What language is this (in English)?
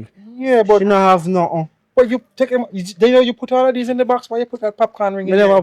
Jamaican Creole English